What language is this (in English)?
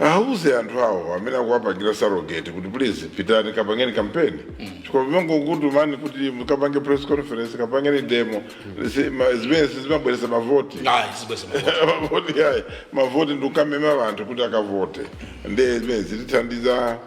Nyanja